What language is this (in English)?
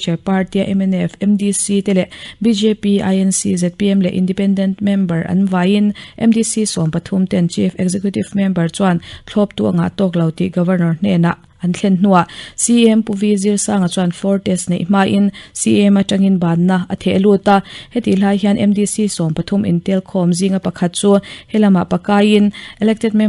Mizo